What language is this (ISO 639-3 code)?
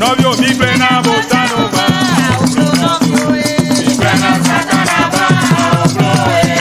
ewe